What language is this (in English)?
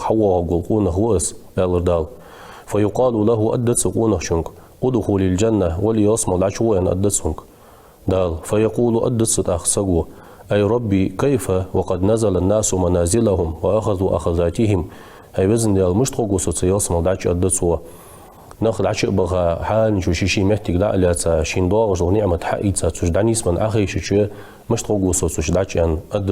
Ingush